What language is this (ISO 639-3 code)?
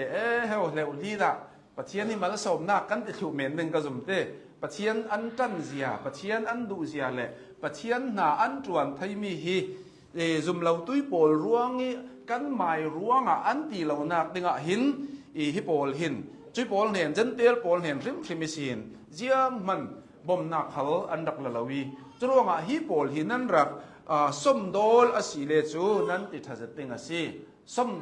cnh